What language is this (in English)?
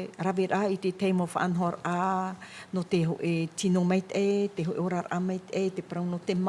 Tahitian